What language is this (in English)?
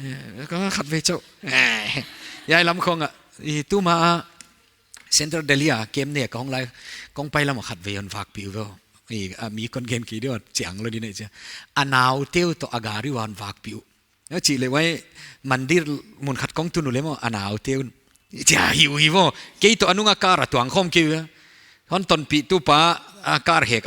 Paite Chin